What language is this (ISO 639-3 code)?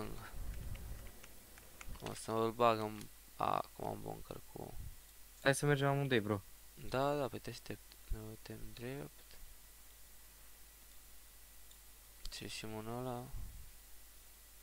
ron